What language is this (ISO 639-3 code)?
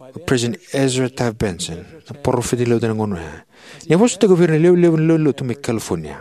fij